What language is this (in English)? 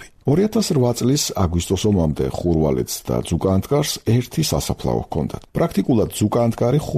Georgian